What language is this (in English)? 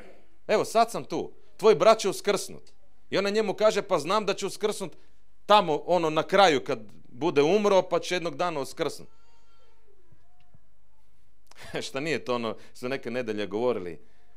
Croatian